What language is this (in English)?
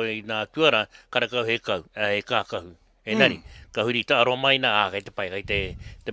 Māori